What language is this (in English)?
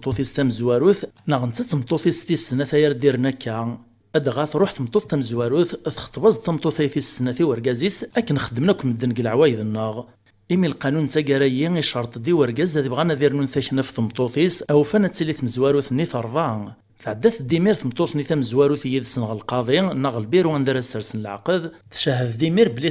Kabyle